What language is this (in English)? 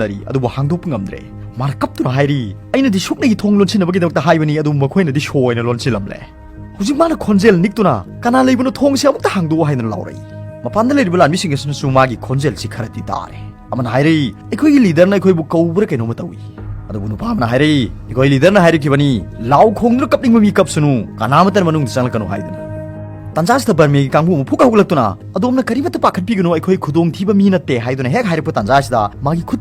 Manipuri